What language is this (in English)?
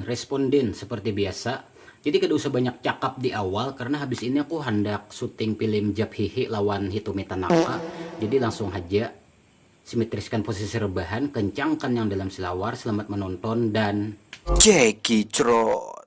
Banjar